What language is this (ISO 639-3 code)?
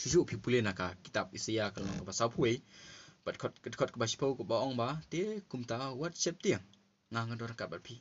kha